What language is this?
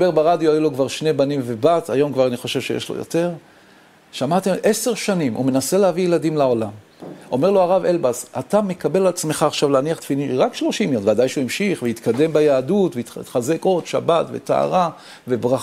Hebrew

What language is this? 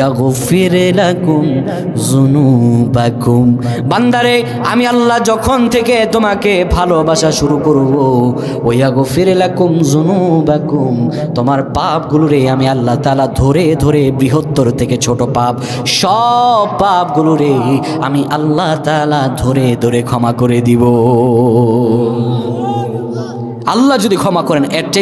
Bangla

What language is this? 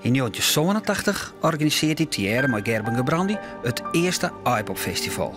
Western Frisian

